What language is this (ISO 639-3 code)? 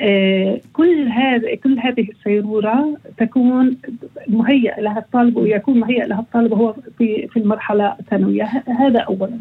apc